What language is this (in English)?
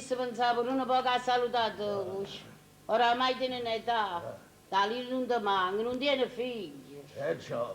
Neapolitan